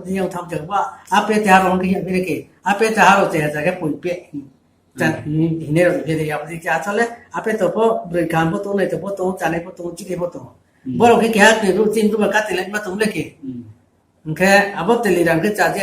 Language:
Riang (India)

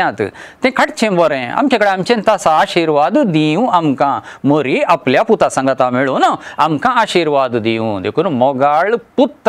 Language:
Konkani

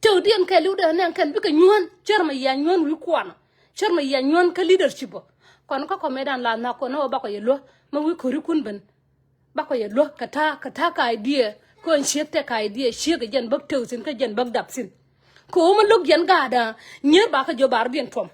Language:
Nuer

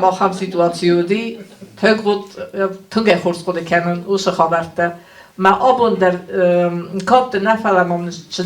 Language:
Ossetic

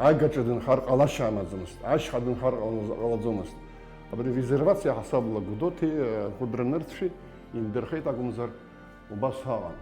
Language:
Abkhazian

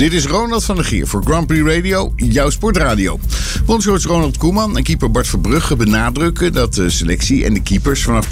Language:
Dutch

